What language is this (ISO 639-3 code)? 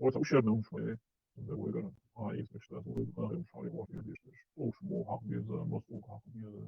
che